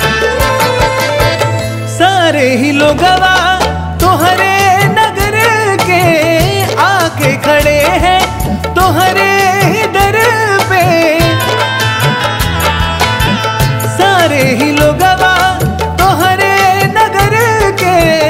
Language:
Bhojpuri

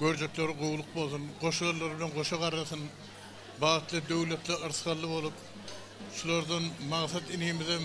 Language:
Turkmen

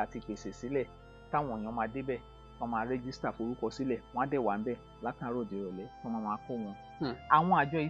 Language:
Yoruba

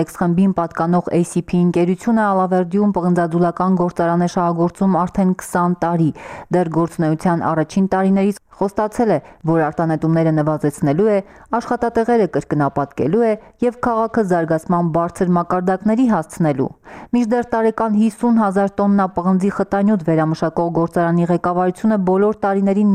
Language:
Armenian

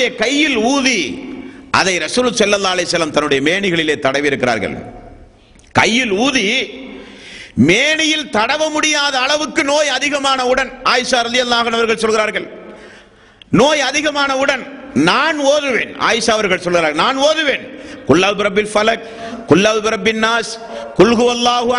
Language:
Tamil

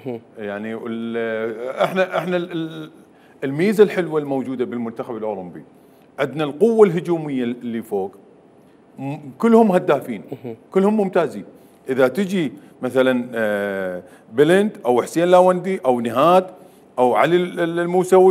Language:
Mesopotamian Arabic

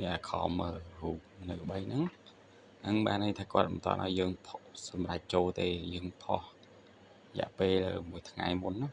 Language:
Khmer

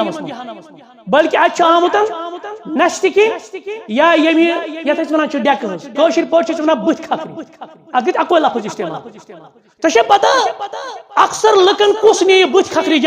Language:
Kashmiri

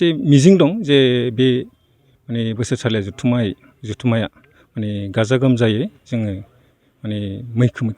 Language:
Bodo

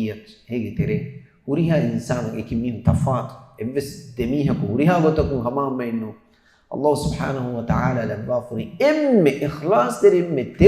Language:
Divehi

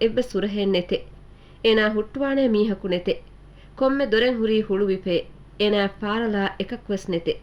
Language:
Divehi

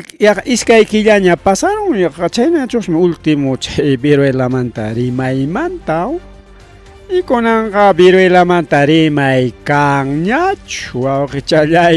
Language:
Ayacucho Quechua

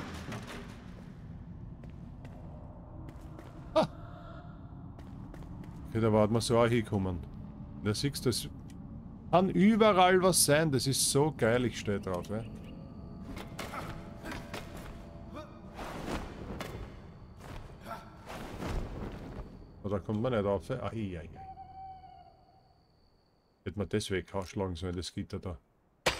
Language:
German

